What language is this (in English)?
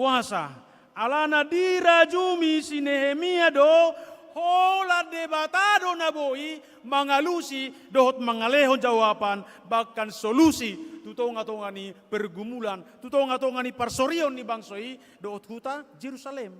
Batak Toba